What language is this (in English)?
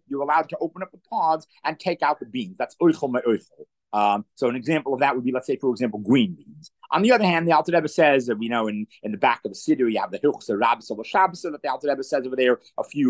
English